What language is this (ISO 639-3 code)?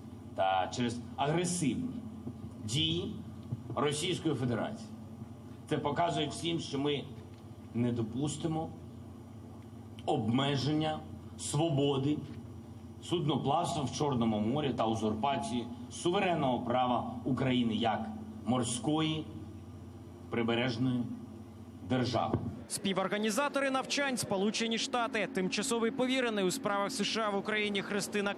ukr